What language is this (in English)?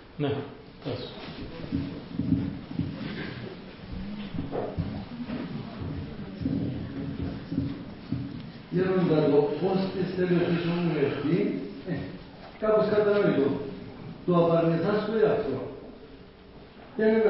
Greek